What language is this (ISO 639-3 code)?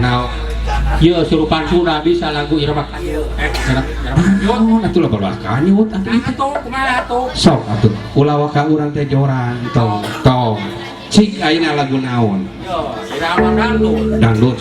sun